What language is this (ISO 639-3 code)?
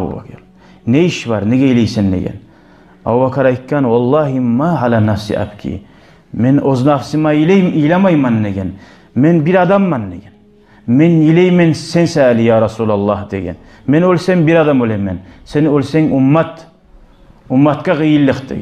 kum